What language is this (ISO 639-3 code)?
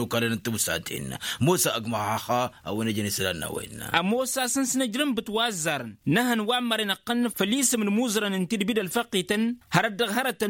taq